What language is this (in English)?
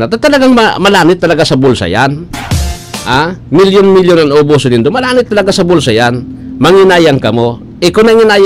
Bikol